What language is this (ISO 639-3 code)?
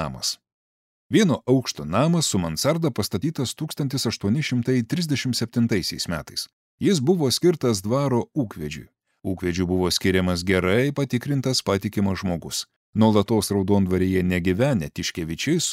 lit